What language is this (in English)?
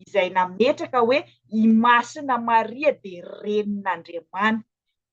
Malagasy